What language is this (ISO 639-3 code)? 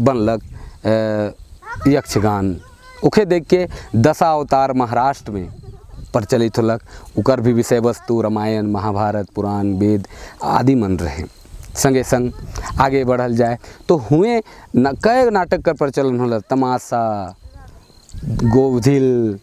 sck